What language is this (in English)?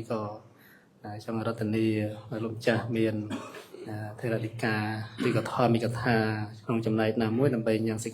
Khmer